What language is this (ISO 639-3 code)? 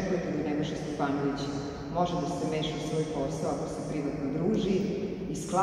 srp